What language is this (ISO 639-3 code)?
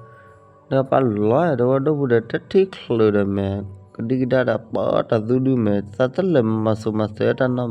ksw